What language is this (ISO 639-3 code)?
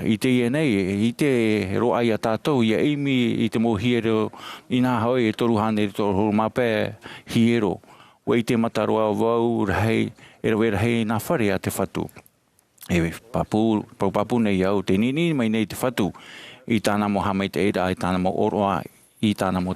tah